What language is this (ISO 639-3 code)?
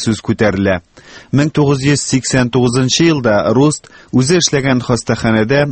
tat